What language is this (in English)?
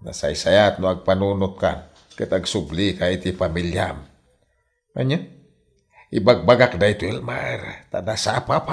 Iloko